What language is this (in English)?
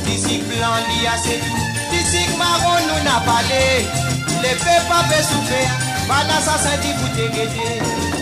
Morisyen